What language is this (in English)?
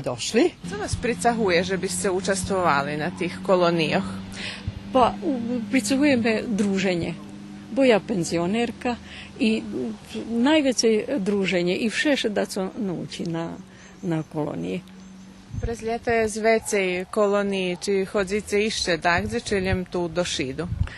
Rusyn